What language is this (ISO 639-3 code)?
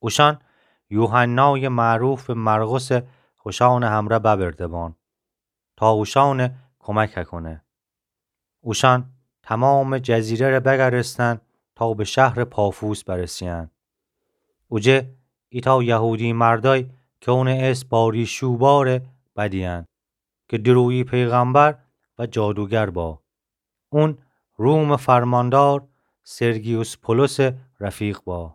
glk